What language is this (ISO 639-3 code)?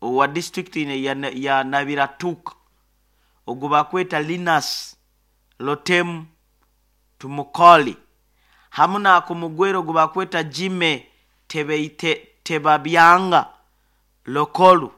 nyo